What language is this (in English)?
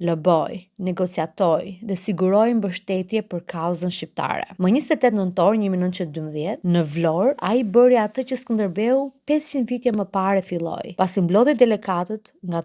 Albanian